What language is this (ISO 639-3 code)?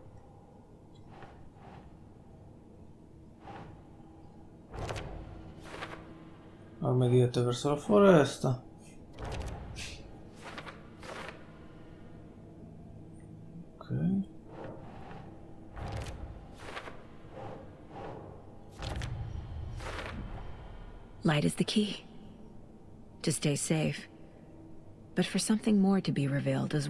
ita